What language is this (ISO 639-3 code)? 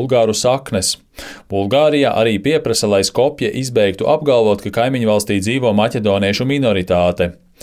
lav